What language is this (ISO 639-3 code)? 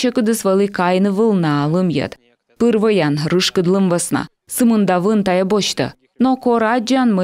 kom